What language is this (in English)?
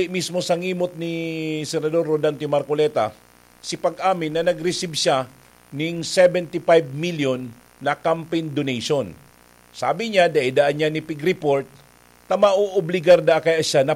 Bikol